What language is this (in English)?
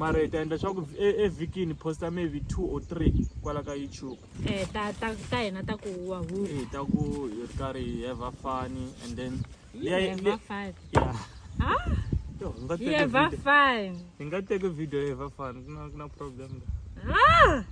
Tsonga